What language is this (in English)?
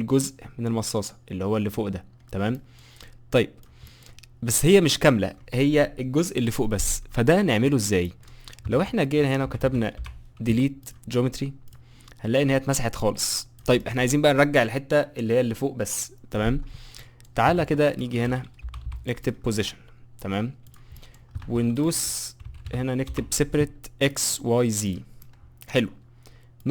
Egyptian Arabic